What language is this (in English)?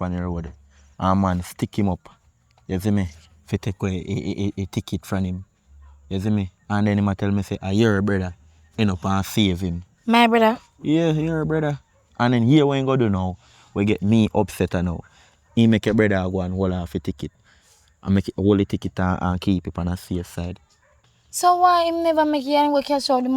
Jamaican Creole English